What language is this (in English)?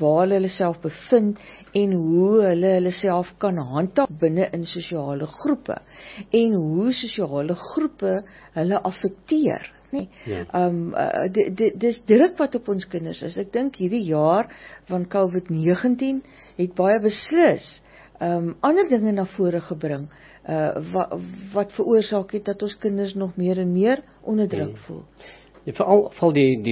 Afrikaans